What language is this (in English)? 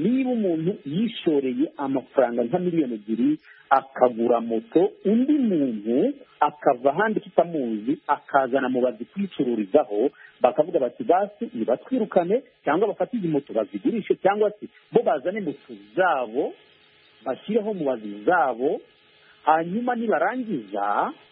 Kinyarwanda